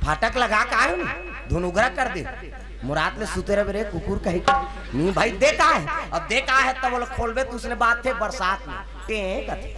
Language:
Chhattisgarhi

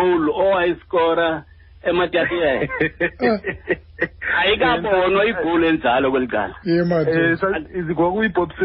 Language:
Xhosa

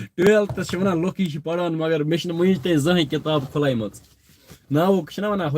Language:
Kashmiri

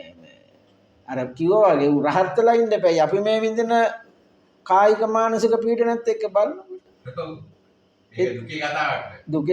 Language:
Sinhala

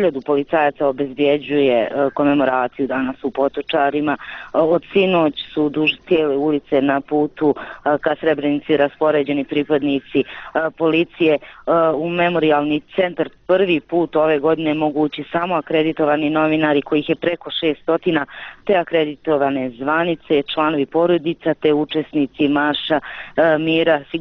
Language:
Bosnian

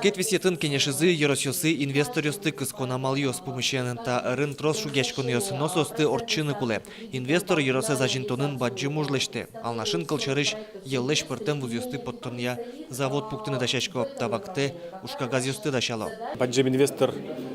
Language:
Udmurt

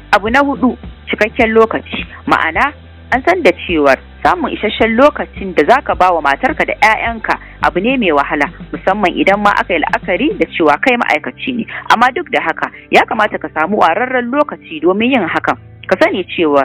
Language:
Hausa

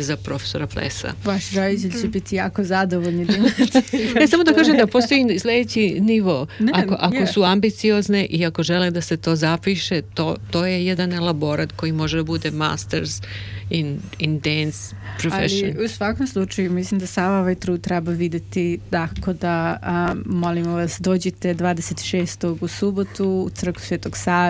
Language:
Serbian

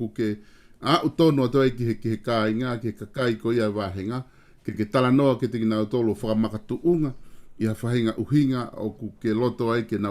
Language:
Tongan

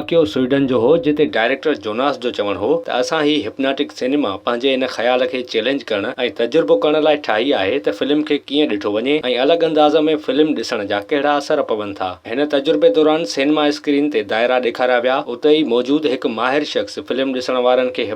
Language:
Sindhi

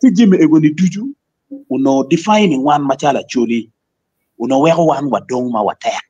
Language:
Acoli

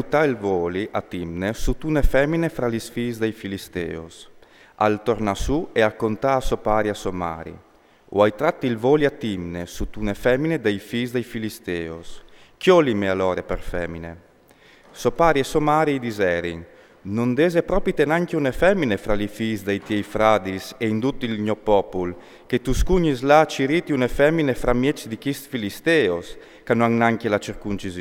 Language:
Friulian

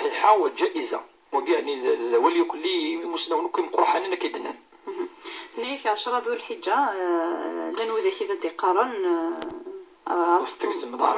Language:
Kabyle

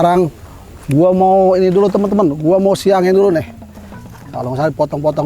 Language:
Betawi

